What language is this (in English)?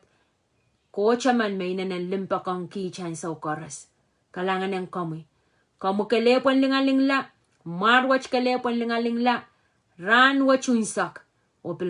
Pohnpeian